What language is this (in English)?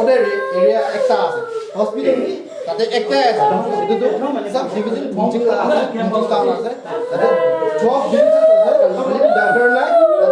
Naga Pidgin